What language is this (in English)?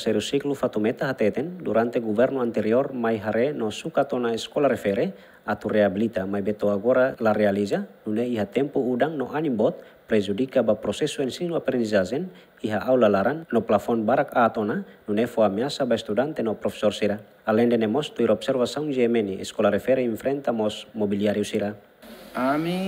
Tetum